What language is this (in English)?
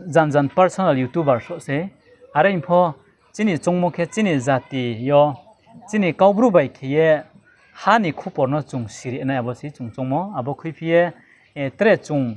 Riang (India)